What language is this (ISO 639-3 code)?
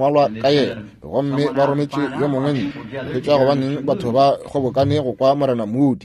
nso